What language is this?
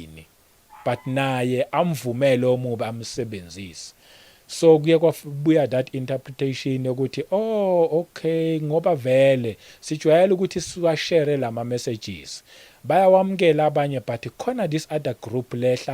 Zulu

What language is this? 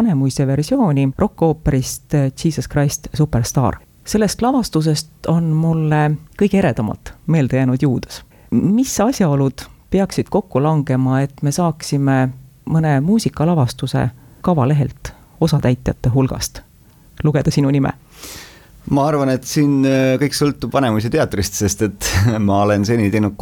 Estonian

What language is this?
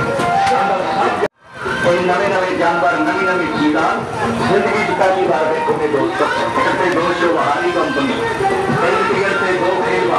Saraiki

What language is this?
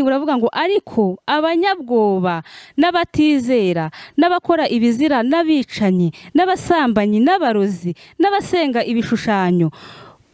Kinyarwanda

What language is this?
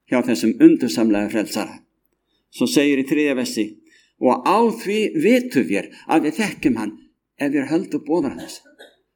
Icelandic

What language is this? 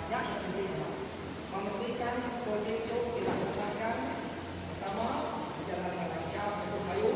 Iban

